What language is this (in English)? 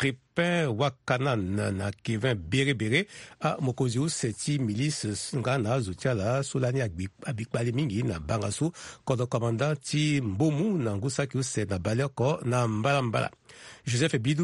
Sango